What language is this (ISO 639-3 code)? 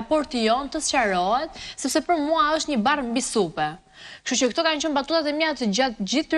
sqi